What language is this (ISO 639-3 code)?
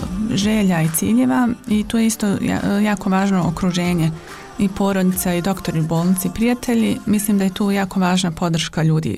bos